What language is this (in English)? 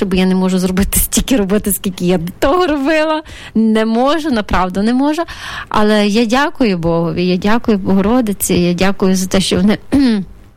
Ukrainian